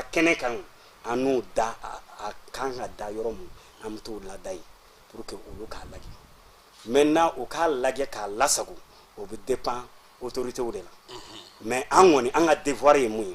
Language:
Bambara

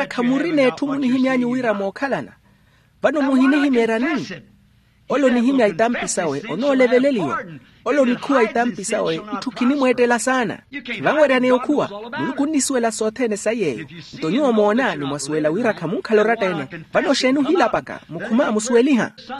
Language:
Makhuwa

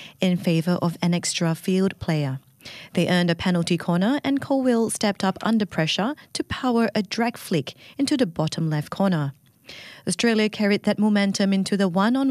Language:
English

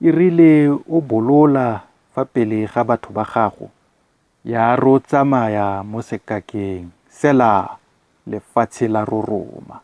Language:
Tswana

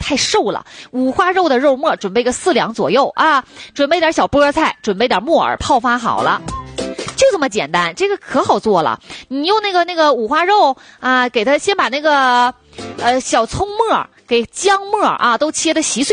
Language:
Chinese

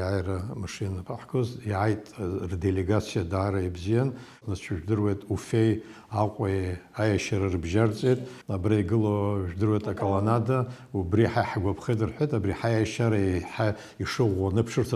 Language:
Abkhazian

